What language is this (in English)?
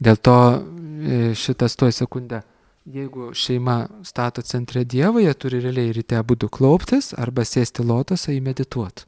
Lithuanian